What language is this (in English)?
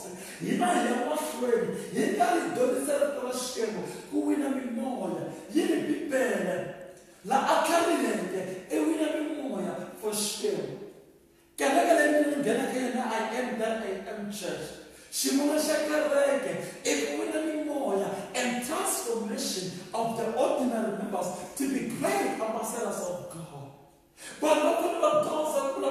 Tsonga